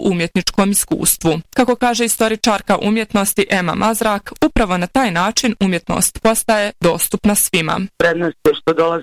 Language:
Bosnian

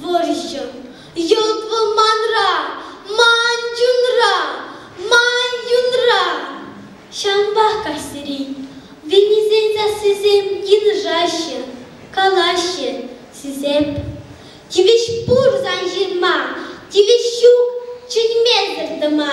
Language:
Chuvash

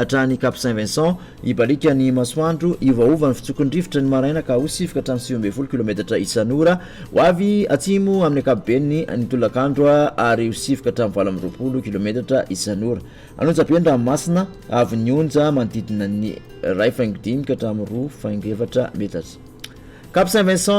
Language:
Malagasy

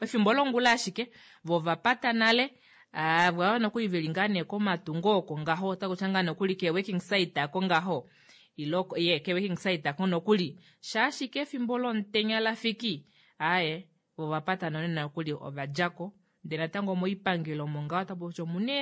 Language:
Kuanyama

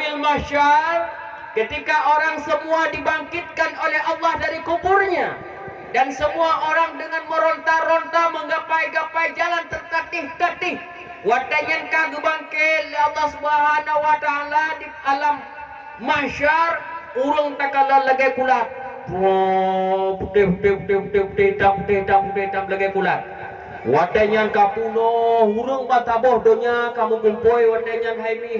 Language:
Achinese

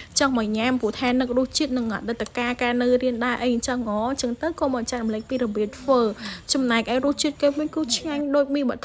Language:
Khmer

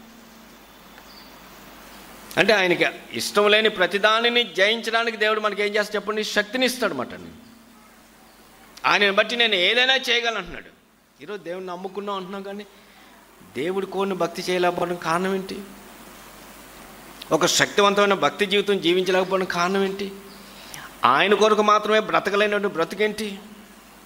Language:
Telugu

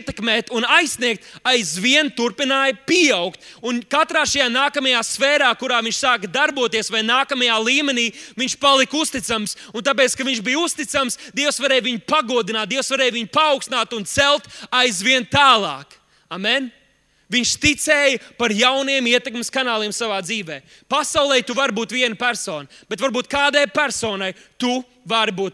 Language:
Latvian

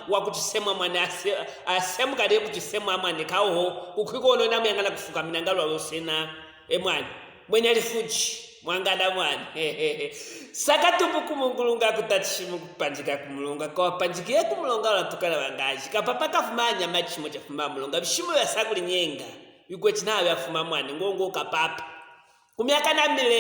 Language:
Luvale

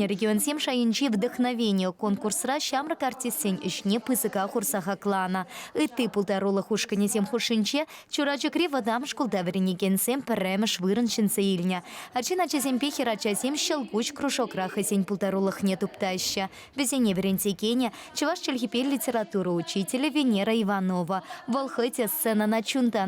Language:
Chuvash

